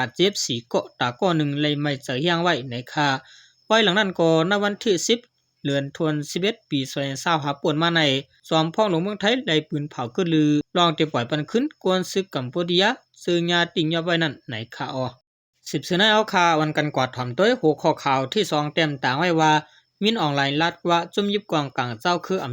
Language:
Shan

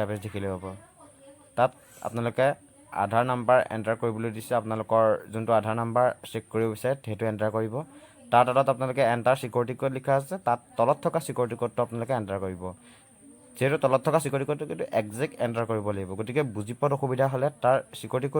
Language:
Assamese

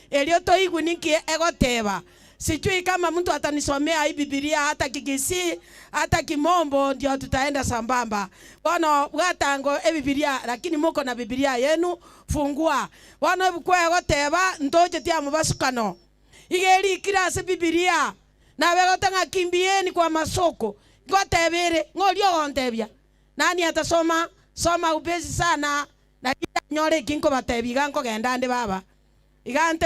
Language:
Gusii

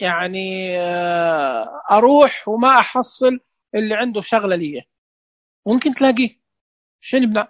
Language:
Najdi Arabic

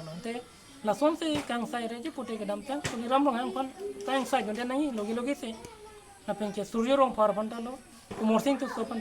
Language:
Karbi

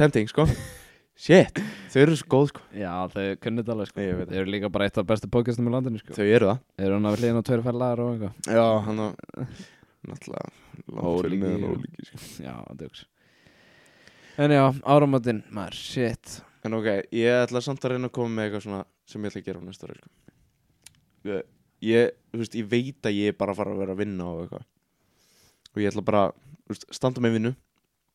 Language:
Icelandic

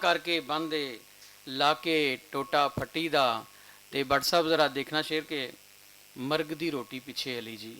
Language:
Western Panjabi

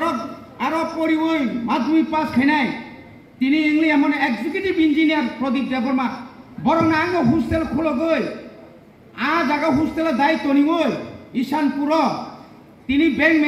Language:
Kok Borok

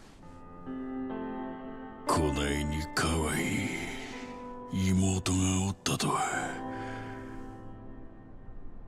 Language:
Japanese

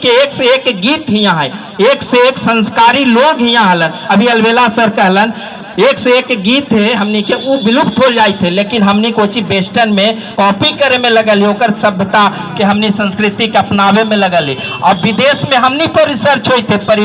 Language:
Magahi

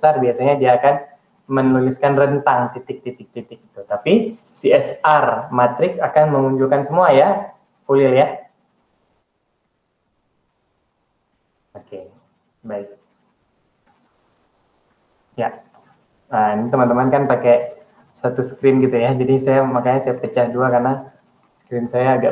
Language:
Indonesian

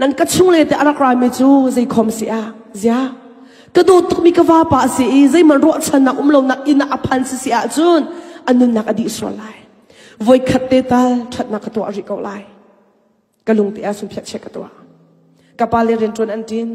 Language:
Hakha Chin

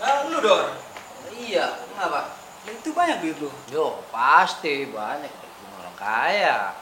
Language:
Betawi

